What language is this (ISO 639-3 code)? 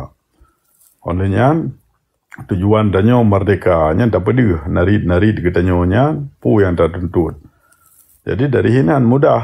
ace